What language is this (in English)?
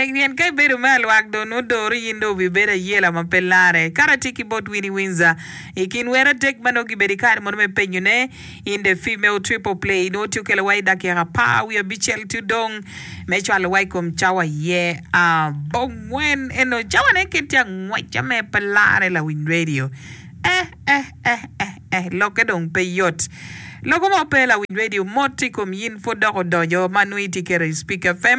Acoli